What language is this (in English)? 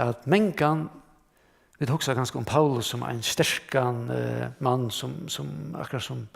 Faroese